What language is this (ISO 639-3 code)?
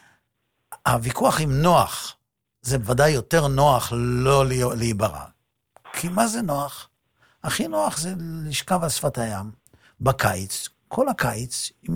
heb